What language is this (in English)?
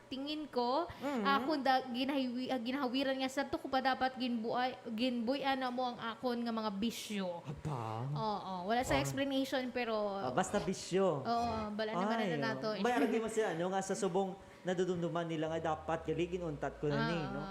Hiligaynon